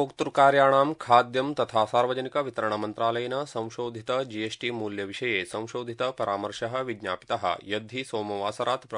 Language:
Sanskrit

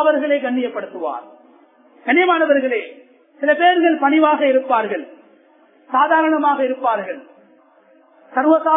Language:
Tamil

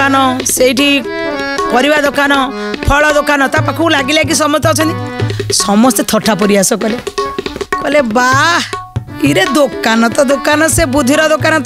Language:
Odia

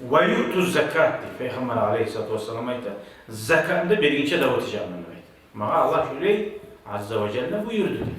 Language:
Kumyk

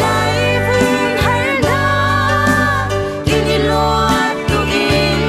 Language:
Falam Chin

